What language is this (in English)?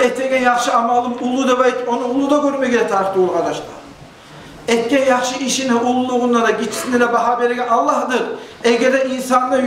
Kumyk